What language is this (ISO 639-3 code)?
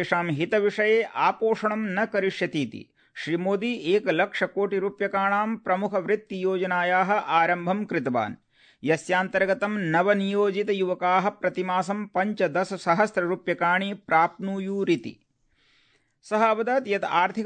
san